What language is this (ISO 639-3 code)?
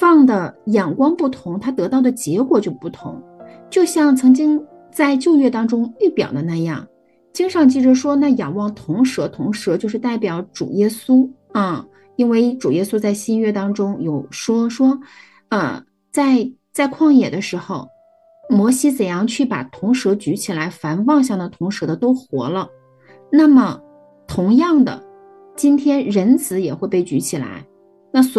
zho